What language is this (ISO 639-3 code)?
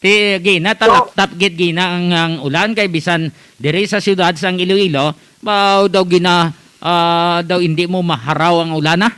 hil